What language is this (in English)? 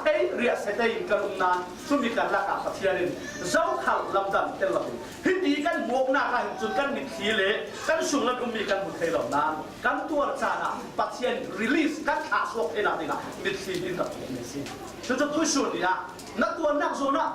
Falam Chin